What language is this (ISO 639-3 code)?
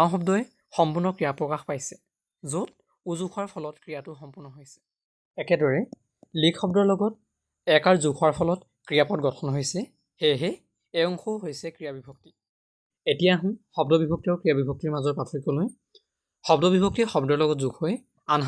asm